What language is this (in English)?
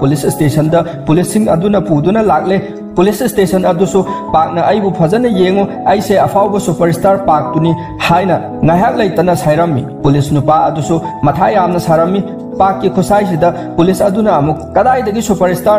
Manipuri